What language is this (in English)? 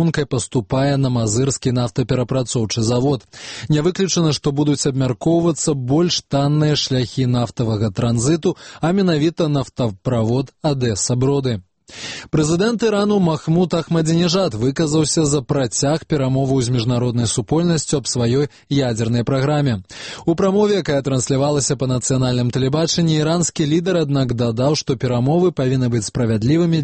Belarusian